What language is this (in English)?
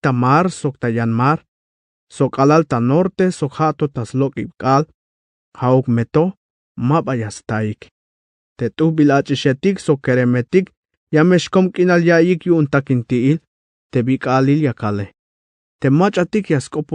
Tzeltal